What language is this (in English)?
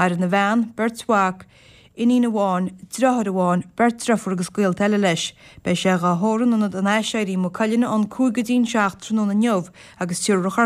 Irish